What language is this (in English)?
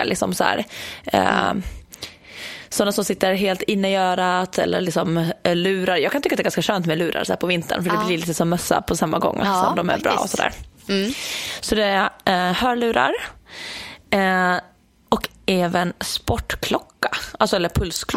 Swedish